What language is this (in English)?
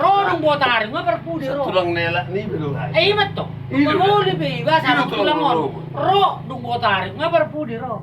Batak Toba